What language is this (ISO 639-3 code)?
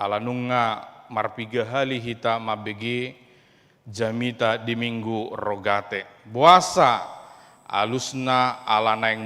bbc